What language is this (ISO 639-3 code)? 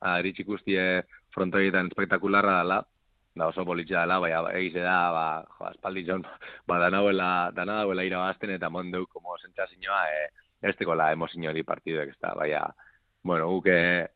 eus